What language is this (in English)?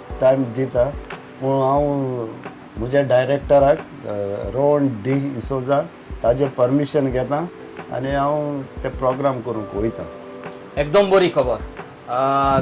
Konkani